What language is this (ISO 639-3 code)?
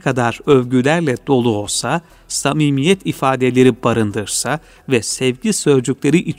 tur